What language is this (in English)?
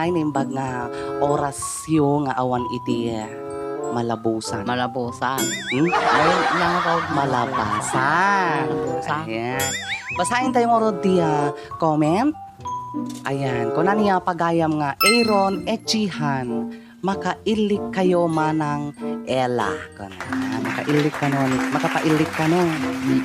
Iloko